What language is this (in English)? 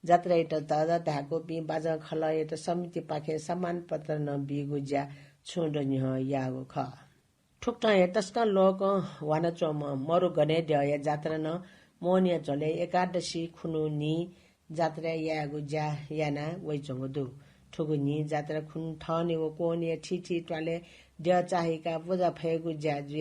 Newari